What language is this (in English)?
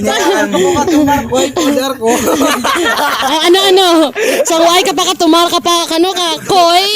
Hiligaynon